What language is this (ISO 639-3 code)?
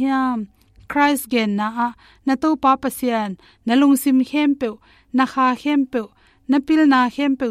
ctd